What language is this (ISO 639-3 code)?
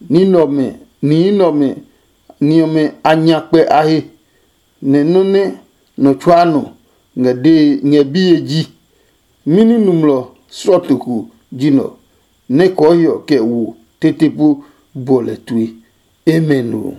ada